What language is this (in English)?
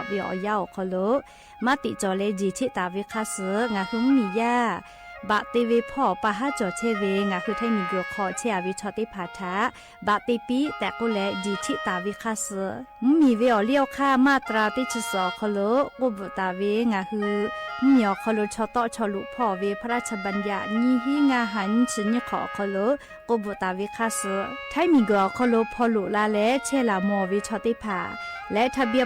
Lahu